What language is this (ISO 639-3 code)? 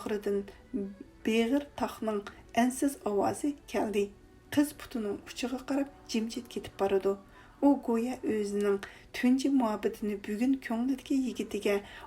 uig